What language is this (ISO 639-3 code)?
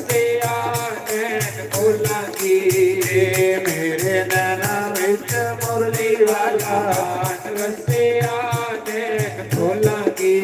doi